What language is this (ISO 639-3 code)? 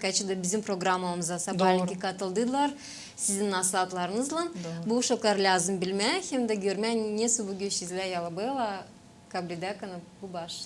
gag